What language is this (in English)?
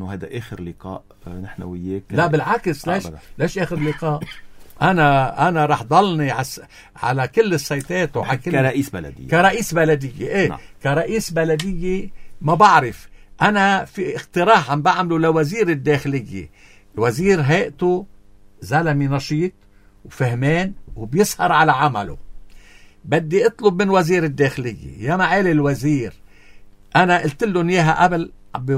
North Levantine Arabic